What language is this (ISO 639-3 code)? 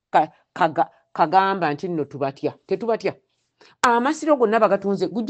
lug